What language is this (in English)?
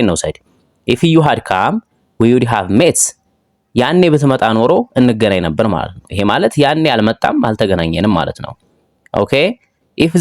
Amharic